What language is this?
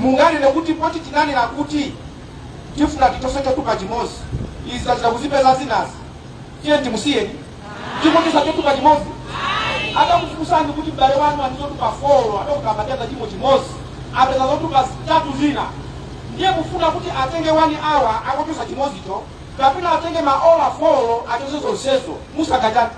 Nyanja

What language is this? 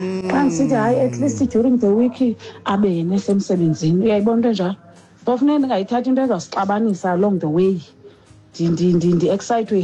Xhosa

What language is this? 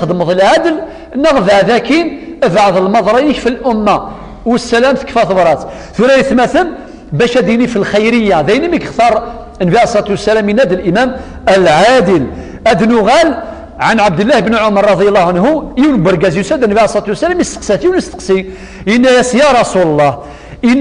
Kabyle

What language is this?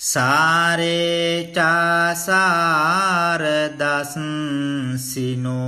Sinhala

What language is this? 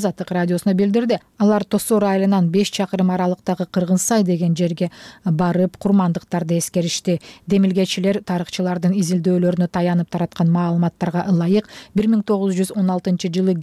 Kyrgyz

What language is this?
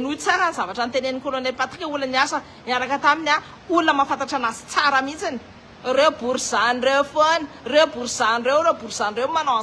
Malagasy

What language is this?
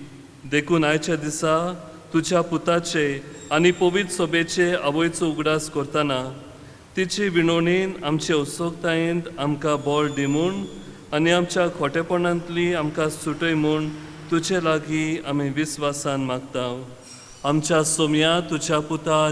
Konkani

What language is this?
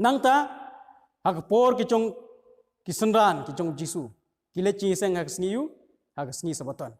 Khasi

